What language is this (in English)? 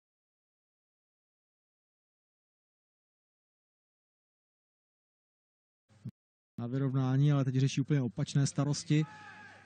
Czech